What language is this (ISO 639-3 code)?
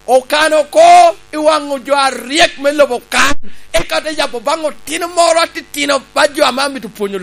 laj